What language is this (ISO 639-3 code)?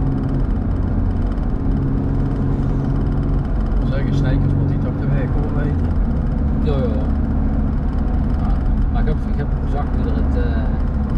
nld